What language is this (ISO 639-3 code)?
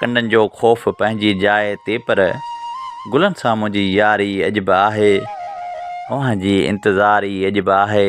snd